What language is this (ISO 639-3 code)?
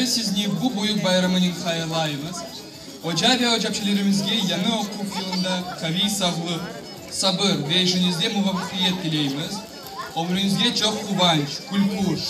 crh